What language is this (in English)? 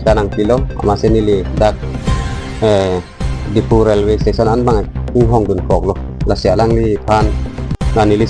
Karbi